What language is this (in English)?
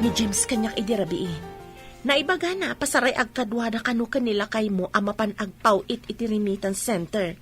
Iloko